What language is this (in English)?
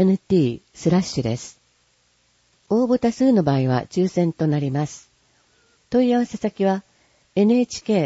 Japanese